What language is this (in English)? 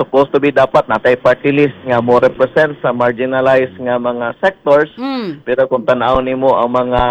Cebuano